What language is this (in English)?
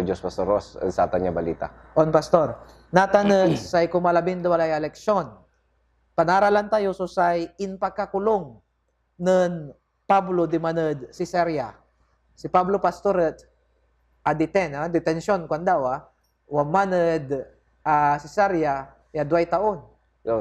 Pangasinan